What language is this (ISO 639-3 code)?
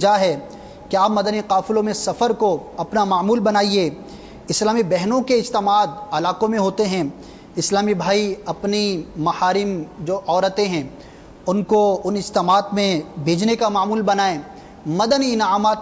urd